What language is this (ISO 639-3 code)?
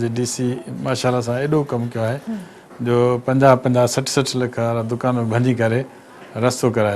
snd